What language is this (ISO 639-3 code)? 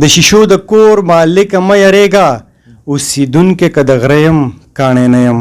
pus